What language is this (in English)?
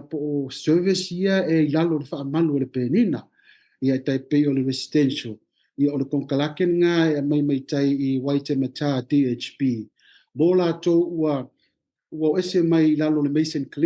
Samoan